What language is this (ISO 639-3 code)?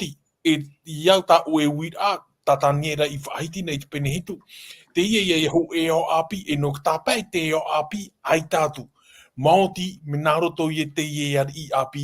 tah